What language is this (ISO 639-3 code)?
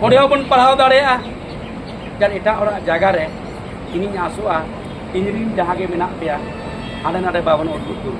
sat